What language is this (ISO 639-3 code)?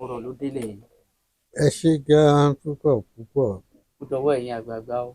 yor